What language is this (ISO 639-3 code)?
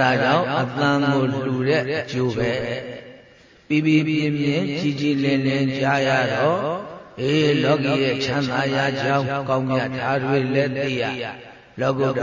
mya